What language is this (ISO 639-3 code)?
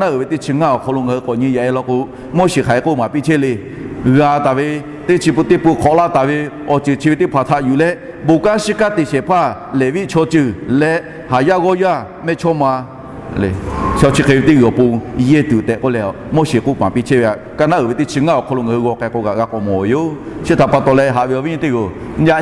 lhu